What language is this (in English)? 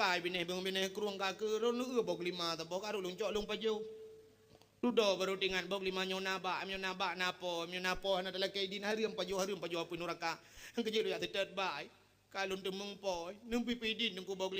Achinese